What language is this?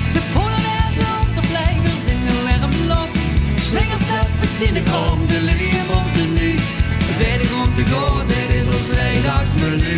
Limburgish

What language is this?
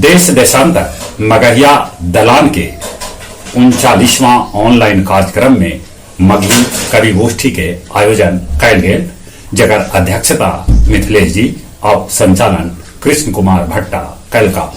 Magahi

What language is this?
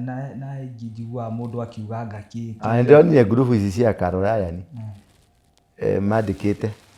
Kikuyu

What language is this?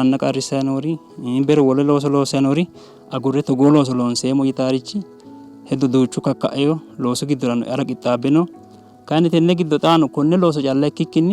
Sidamo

